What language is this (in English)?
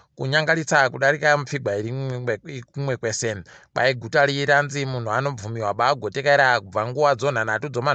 Ndau